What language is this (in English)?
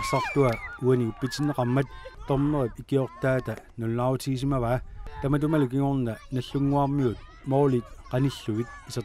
Kalaallisut